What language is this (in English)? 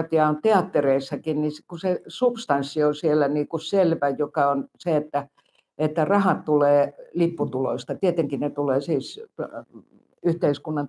Finnish